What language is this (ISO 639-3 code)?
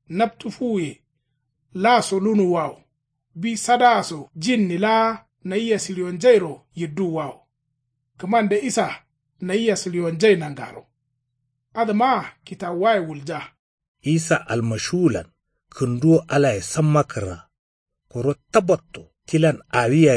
kau